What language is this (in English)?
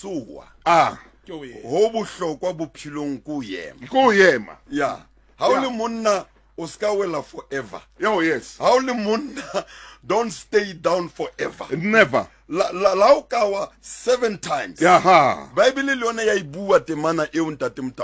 Southern Sotho